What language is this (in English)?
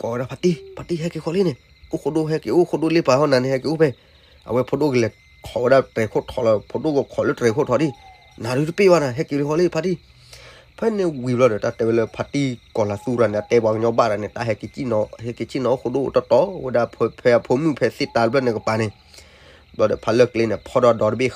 S'gaw Karen